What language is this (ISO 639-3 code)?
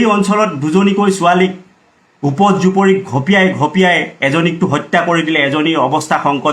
asm